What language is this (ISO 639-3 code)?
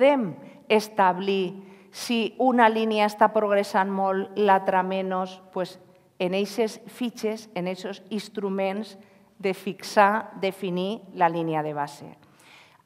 cat